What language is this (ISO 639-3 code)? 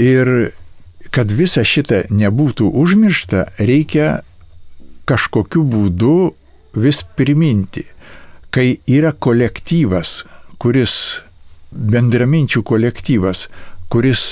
lit